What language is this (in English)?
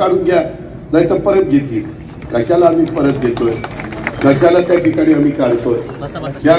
Marathi